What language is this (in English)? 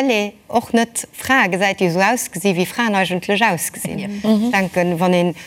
Luxembourgish